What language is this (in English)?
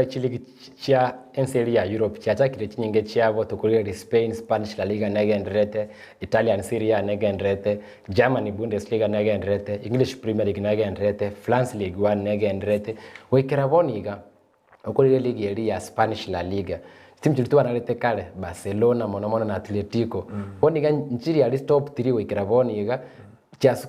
Gusii